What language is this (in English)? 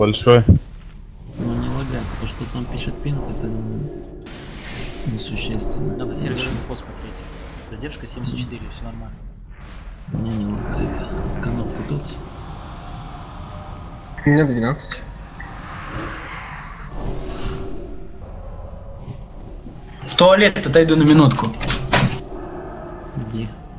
Russian